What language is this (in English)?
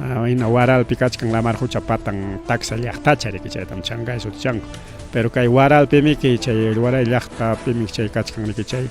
Ayacucho Quechua